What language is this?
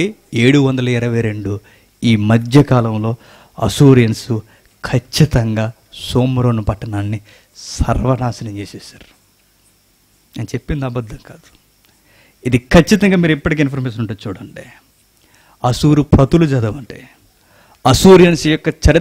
Telugu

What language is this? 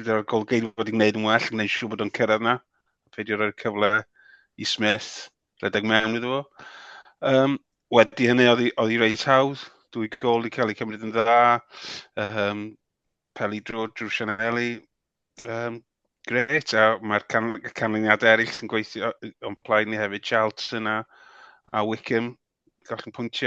Welsh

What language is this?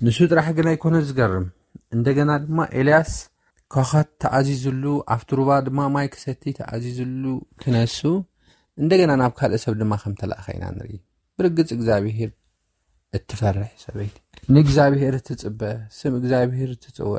Tigrinya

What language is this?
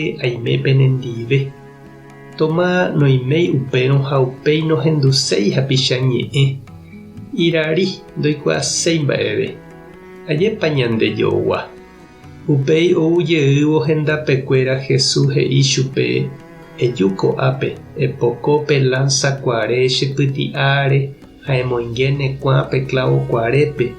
Guarani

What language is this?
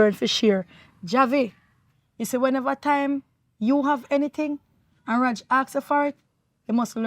Jamaican Creole English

